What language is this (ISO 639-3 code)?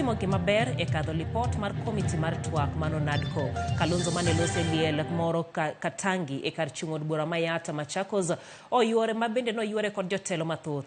luo